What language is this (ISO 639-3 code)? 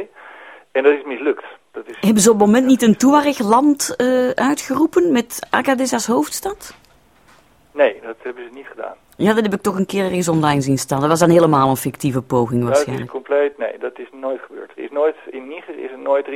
nld